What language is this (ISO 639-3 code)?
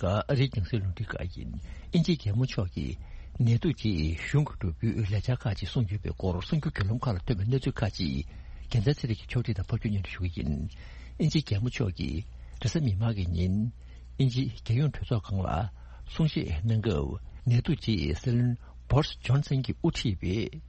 bod